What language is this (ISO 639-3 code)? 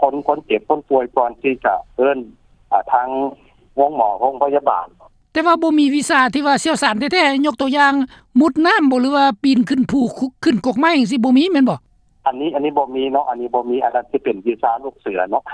lao